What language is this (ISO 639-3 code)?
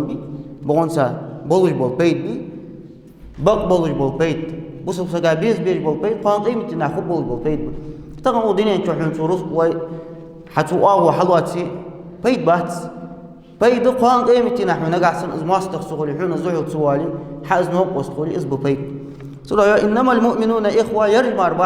inh